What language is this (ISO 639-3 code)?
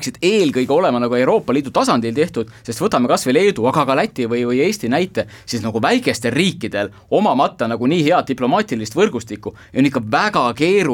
est